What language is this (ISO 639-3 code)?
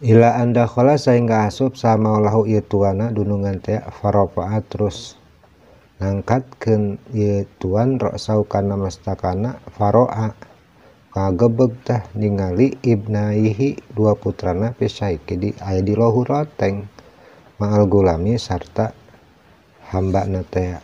sun